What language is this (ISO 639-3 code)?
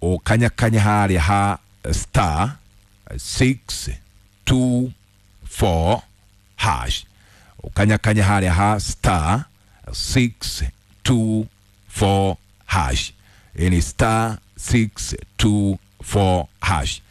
kik